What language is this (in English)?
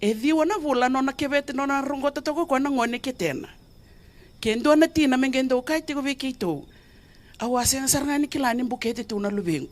Fijian